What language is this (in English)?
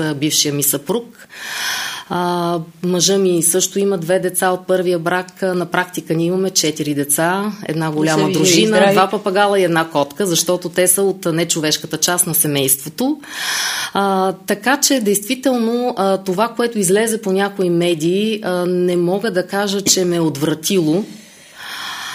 Bulgarian